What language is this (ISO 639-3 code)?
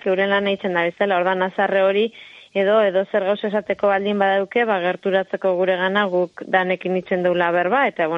eus